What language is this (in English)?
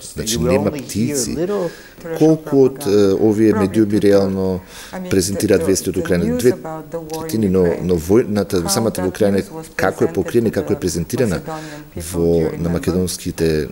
Macedonian